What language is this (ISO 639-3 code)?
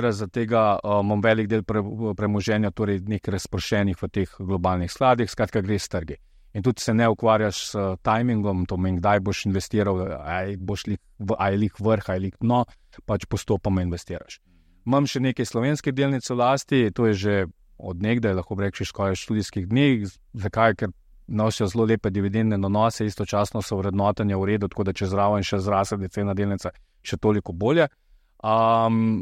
slv